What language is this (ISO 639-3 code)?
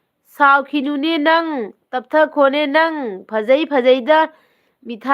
mni